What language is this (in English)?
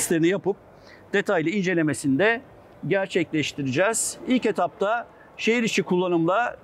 Turkish